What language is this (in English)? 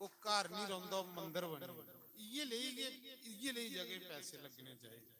Dogri